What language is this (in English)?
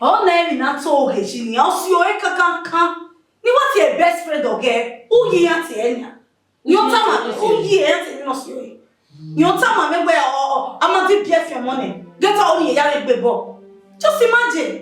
Bini